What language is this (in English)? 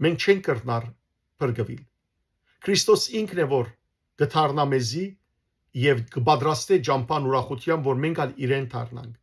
Western Armenian